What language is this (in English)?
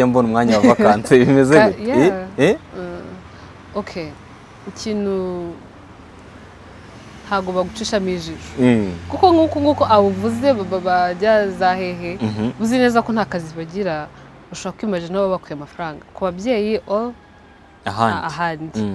Kinyarwanda